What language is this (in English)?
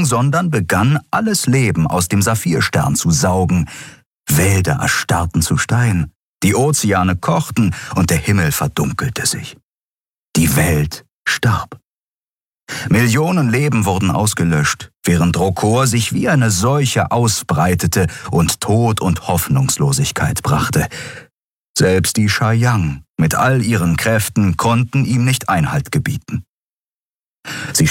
German